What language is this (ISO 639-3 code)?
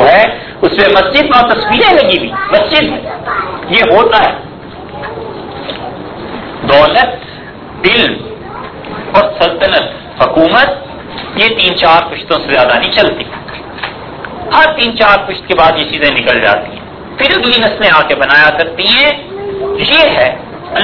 urd